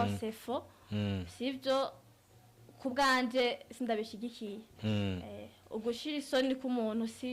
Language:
Rundi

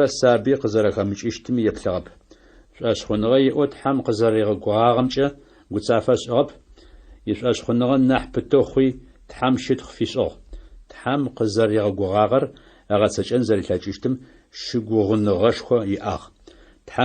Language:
Adyghe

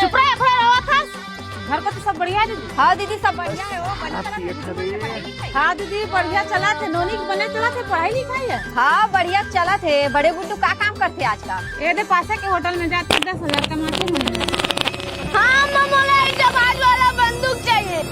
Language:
Chhattisgarhi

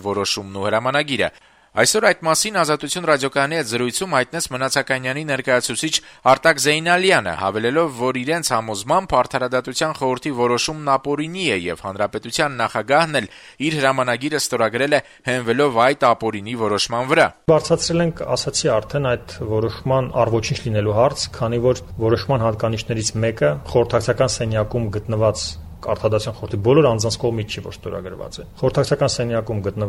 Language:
Armenian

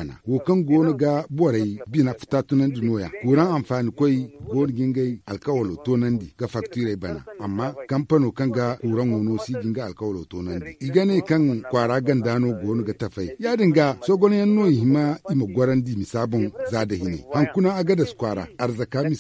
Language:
Zarma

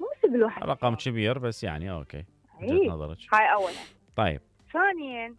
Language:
Mesopotamian Arabic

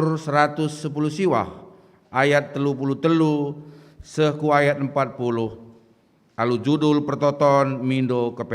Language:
Batak Karo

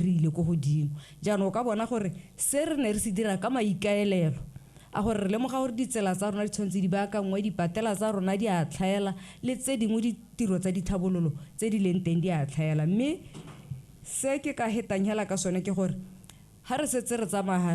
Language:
Tswana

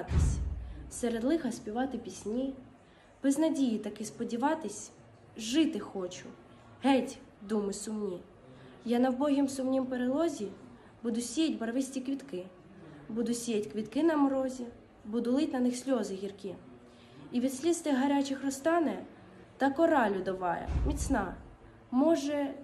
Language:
Ukrainian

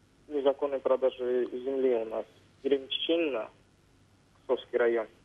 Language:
Russian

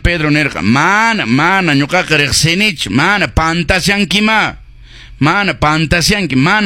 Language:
Quechua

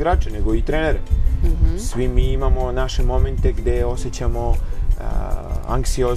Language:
Serbian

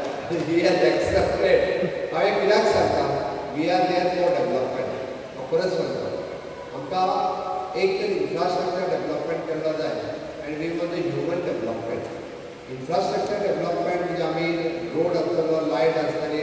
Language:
Konkani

